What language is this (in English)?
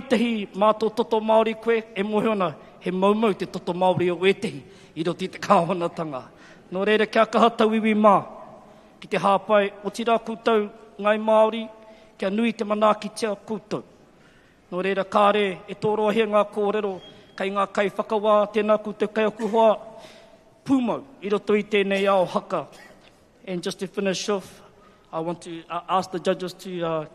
Māori